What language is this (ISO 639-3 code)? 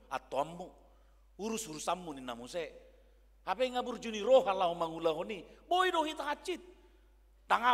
bbc